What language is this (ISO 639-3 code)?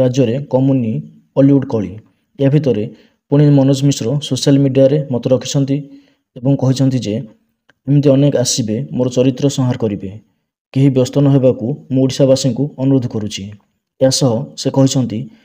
ori